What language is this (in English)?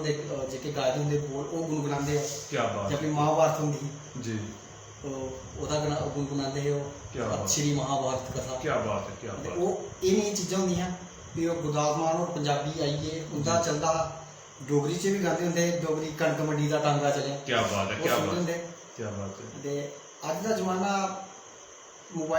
Dogri